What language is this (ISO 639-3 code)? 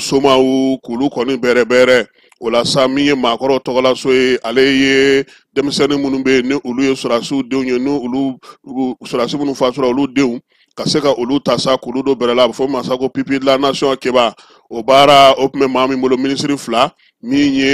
bam